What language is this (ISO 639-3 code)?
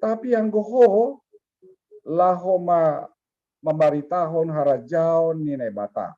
bts